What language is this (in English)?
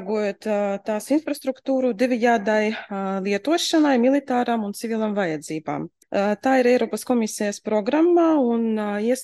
Latvian